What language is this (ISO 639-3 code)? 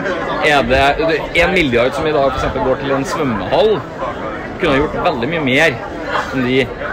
nor